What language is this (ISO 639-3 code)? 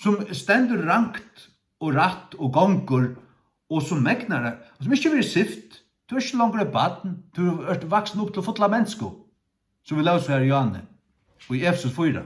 fao